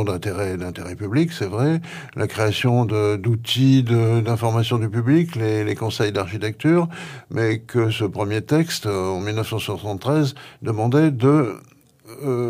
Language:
French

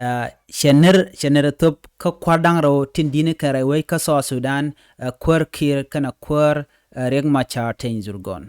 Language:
Nuer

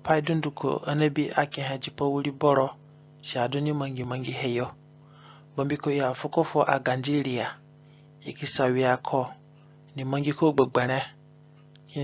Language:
Zande (individual language)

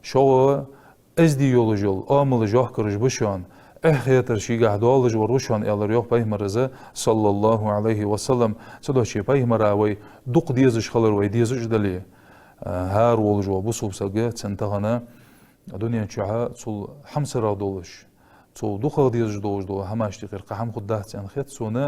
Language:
Ingush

